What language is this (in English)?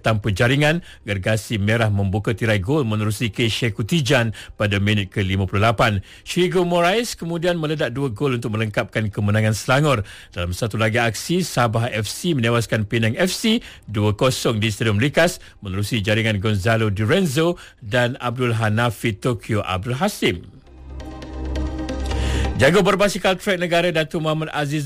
Malay